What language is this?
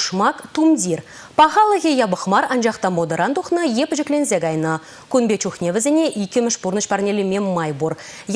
Chuvash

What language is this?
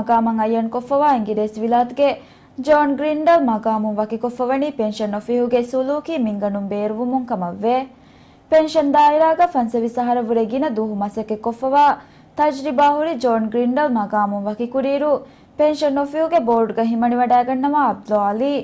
Divehi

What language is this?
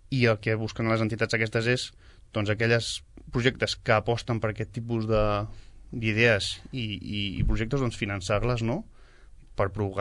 Catalan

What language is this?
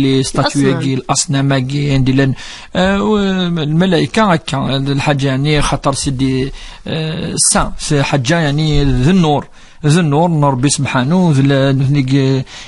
Kabyle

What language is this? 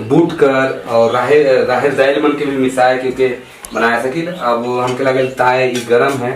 Sadri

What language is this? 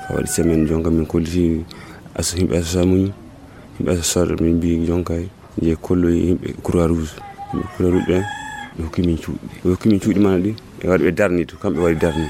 Fula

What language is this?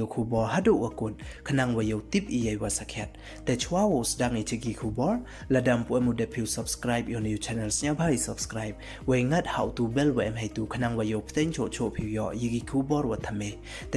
Pnar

